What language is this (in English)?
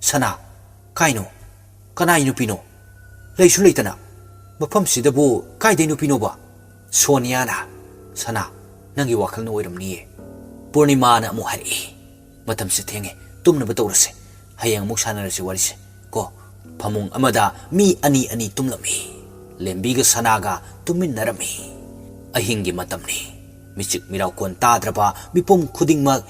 Manipuri